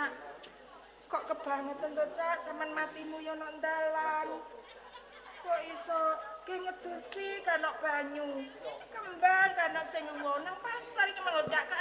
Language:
Javanese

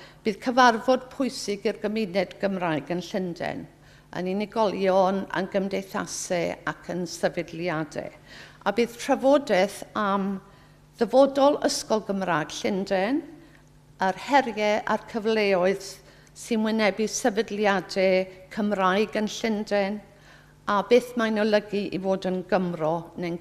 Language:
Welsh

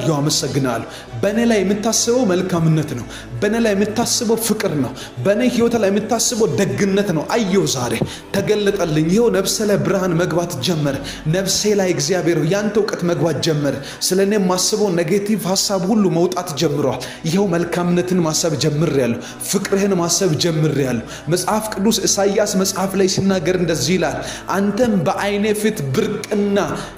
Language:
Amharic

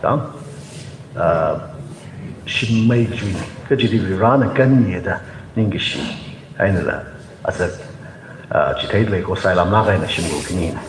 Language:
Tangkhul Naga (India)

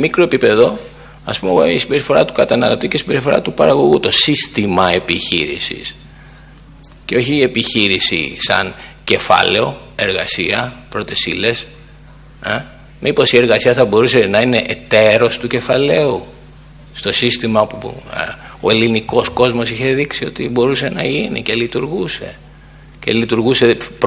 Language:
Greek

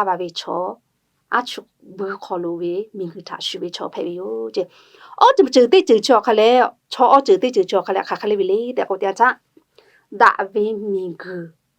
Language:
Lahu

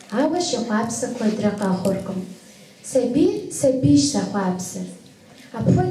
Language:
Kabardian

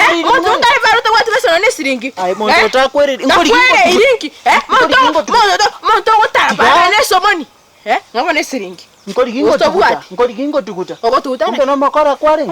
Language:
Gusii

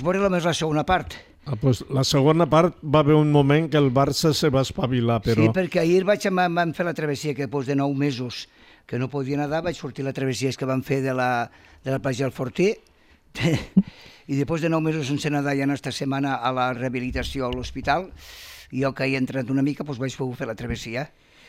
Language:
Catalan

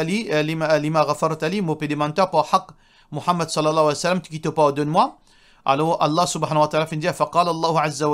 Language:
Morisyen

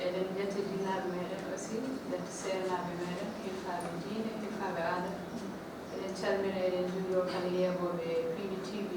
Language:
Fula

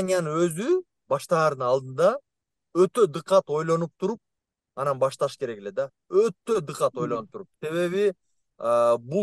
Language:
Kyrgyz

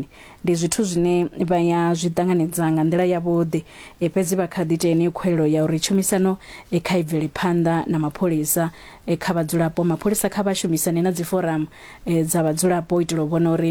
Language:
Venda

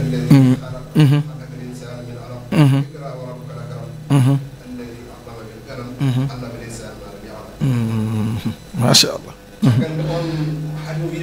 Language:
Fula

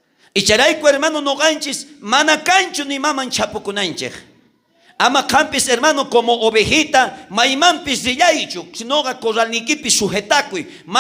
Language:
South Bolivian Quechua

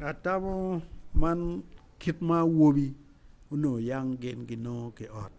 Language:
Acoli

